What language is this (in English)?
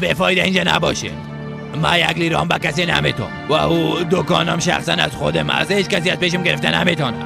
Persian